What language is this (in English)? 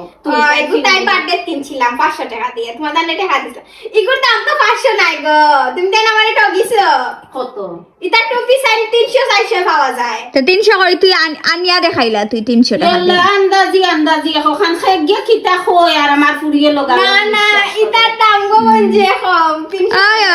Sylheti